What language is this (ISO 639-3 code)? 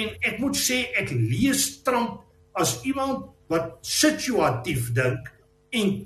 afr